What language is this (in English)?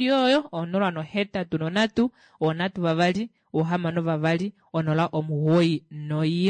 Kuanyama